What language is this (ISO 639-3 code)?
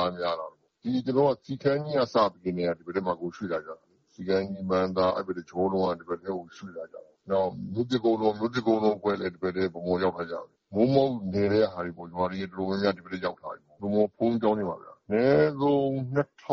mya